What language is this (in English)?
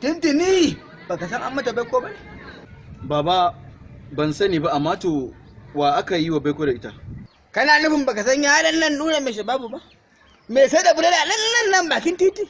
Hausa